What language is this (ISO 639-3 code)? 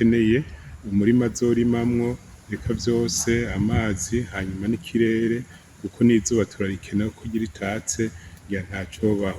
run